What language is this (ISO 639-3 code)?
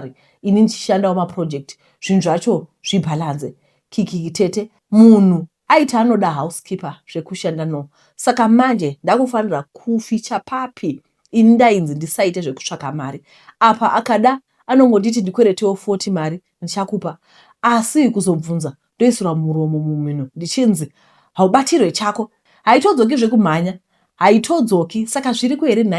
sna